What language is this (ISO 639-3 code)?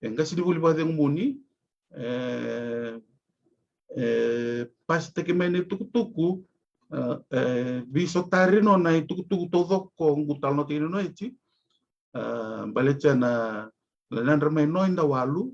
fij